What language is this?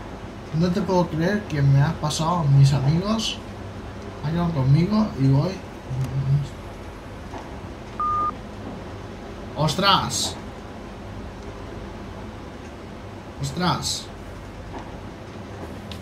Spanish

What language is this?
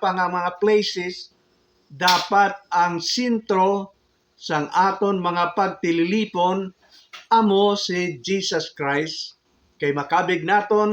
Hiligaynon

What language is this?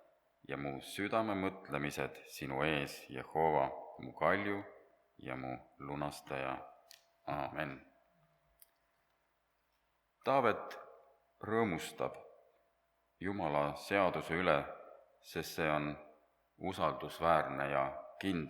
Estonian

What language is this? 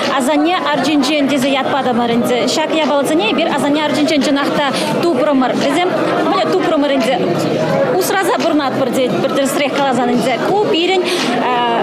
Chuvash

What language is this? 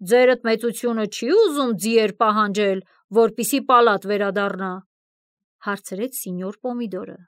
Armenian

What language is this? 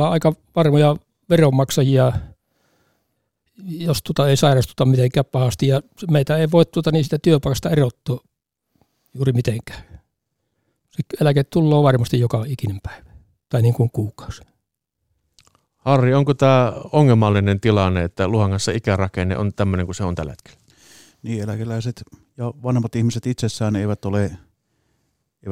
Finnish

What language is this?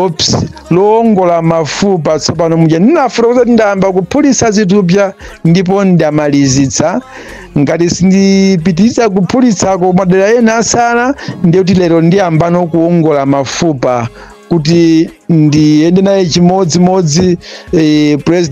Nyanja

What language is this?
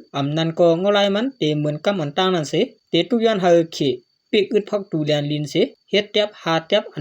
Shan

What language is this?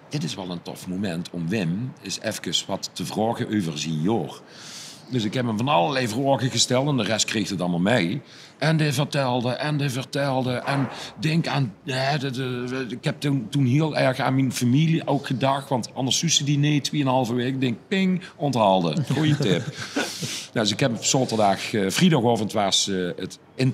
Limburgish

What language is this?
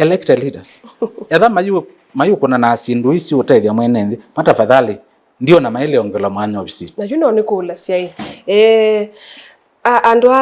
Kamba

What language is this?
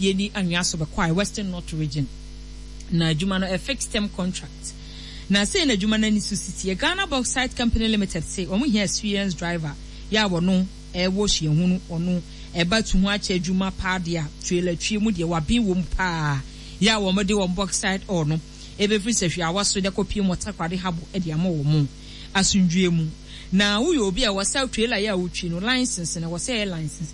Akan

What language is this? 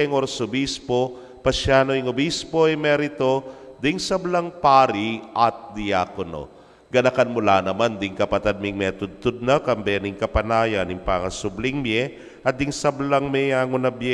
Pampanga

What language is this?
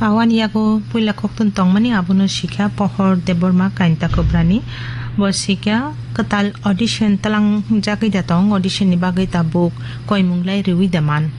Kok Borok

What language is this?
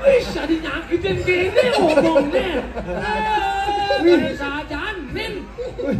Balinese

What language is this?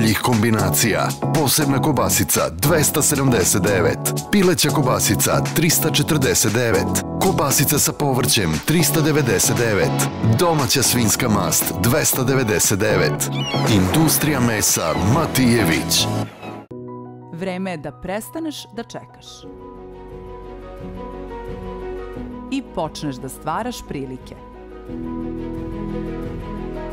Serbian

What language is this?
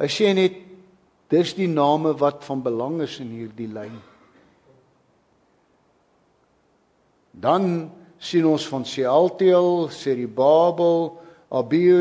Afrikaans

